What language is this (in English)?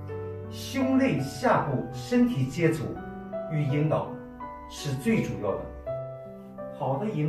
Chinese